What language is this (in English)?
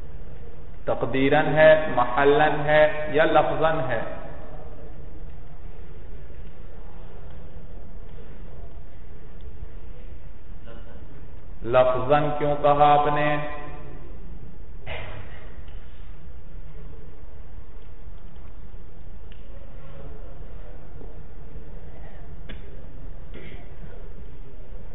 Urdu